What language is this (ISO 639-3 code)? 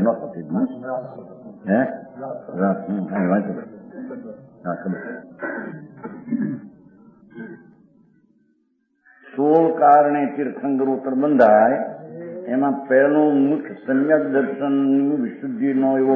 guj